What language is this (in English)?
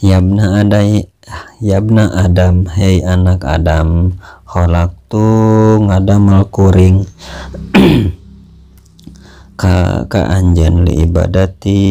Sundanese